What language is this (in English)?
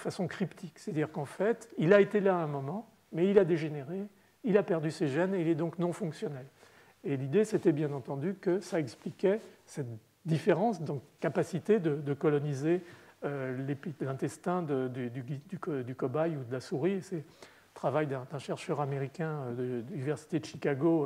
French